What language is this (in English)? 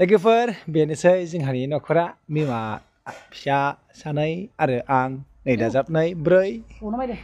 Bodo